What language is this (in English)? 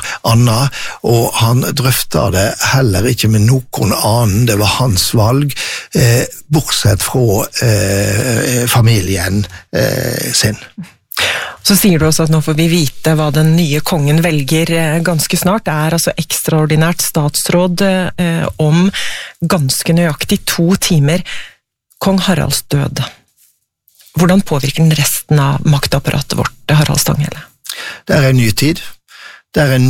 Norwegian